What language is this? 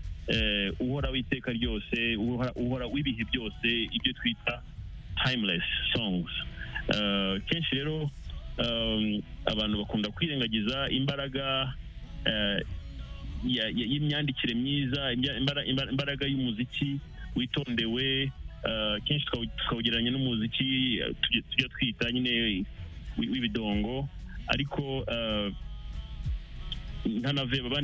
Kinyarwanda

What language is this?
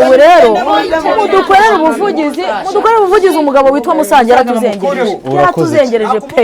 Kinyarwanda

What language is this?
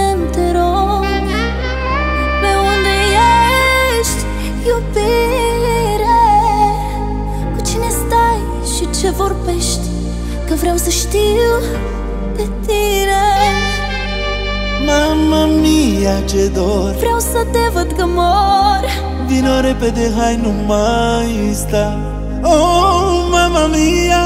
Romanian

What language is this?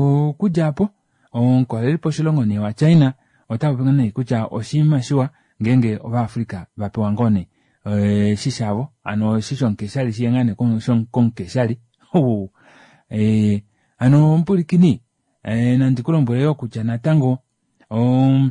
Kuanyama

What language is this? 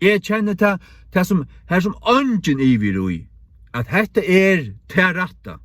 Faroese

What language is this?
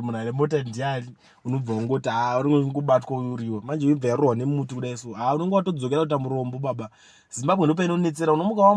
Shona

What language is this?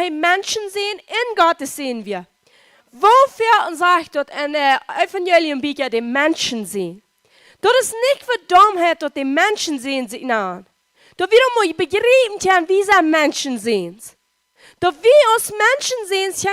Plautdietsch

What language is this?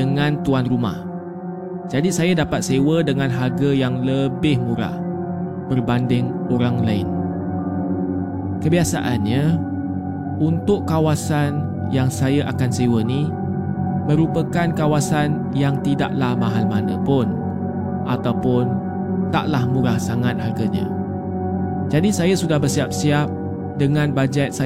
Malay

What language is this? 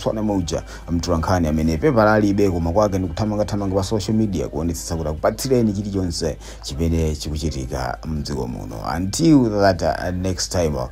Nyanja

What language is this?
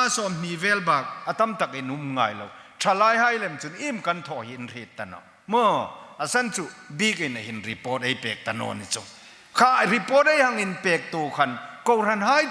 Hmar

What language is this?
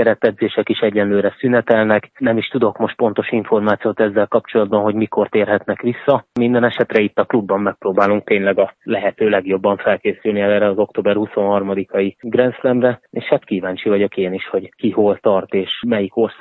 Hungarian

